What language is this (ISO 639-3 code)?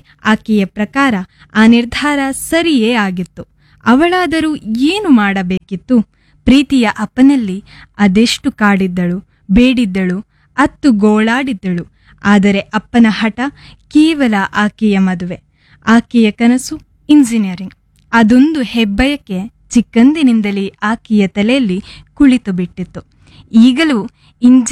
kan